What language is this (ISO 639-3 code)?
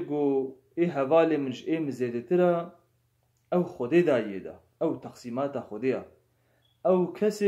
kur